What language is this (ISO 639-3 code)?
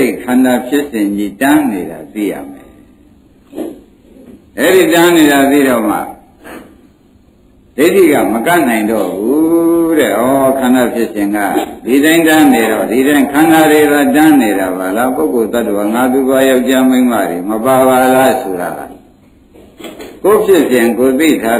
mya